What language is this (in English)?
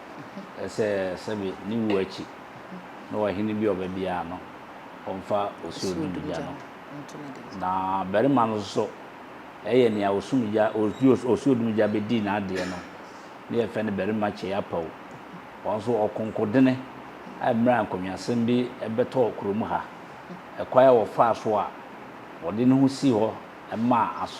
Akan